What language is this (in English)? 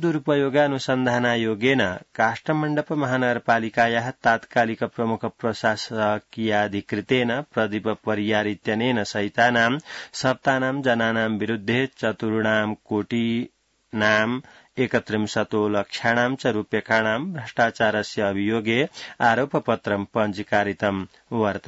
Sanskrit